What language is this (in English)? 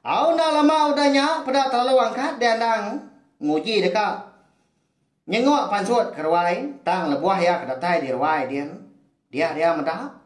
Iban